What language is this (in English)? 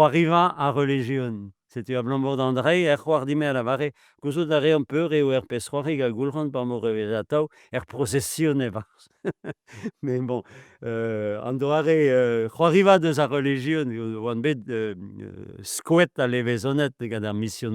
Breton